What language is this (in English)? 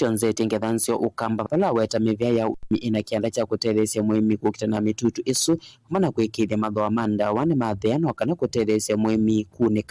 Kamba